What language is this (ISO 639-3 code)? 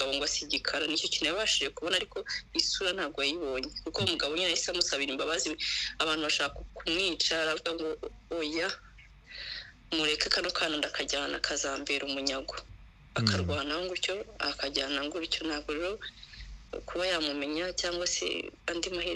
kin